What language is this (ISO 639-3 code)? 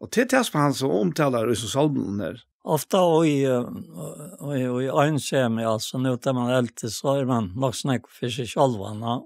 fao